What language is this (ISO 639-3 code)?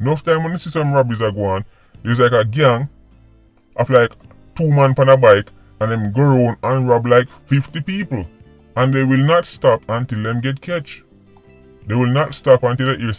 jam